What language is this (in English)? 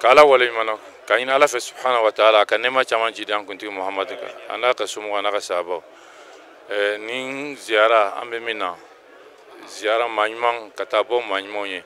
Bambara